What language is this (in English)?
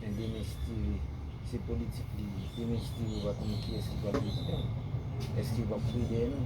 Haitian Creole